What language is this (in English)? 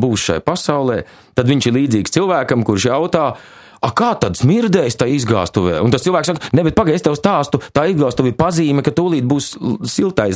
Latvian